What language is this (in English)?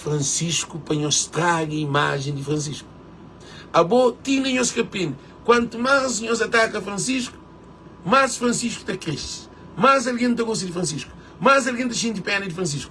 Kabuverdianu